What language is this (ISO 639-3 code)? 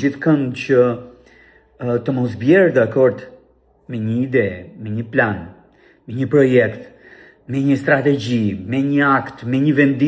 sqi